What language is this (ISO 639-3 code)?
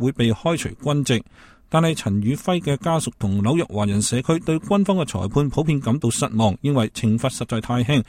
yue